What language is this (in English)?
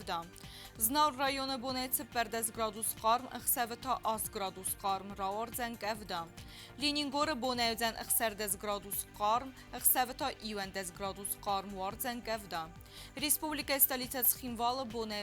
Ossetic